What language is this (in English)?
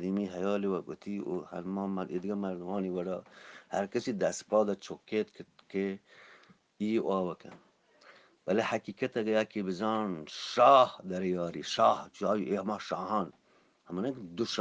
Eastern Balochi